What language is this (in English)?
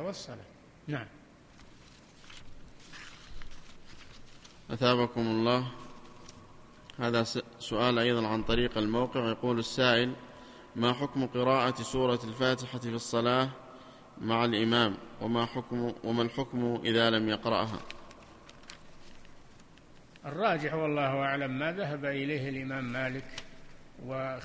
Arabic